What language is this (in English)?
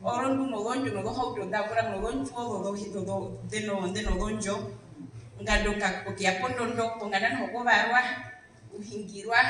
Herero